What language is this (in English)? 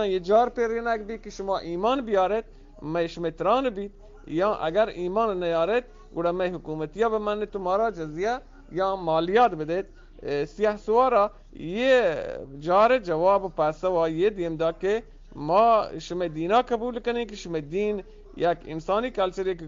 Eastern Balochi